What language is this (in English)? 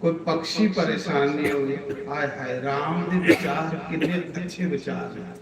Dogri